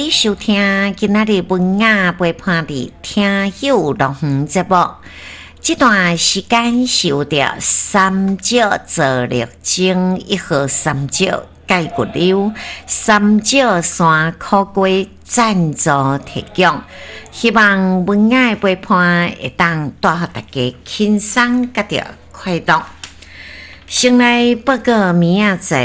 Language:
Min Nan Chinese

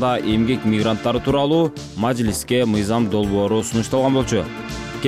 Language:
Kyrgyz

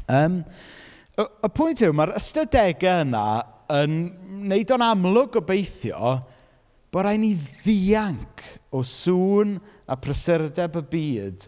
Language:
Welsh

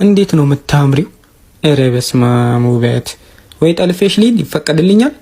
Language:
Amharic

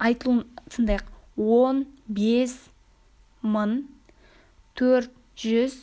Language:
Kazakh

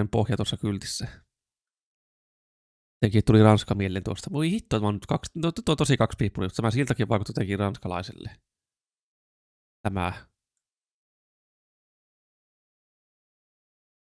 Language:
Finnish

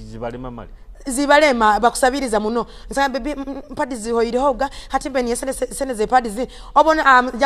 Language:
Tooro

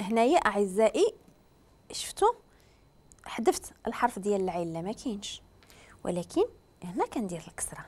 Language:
Moroccan Arabic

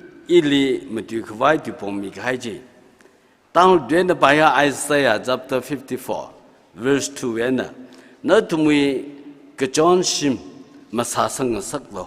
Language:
Tangkhul Naga (India)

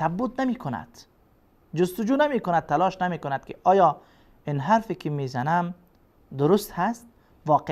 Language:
Persian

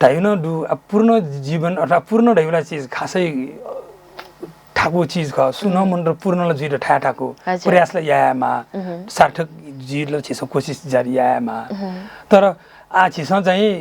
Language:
Newari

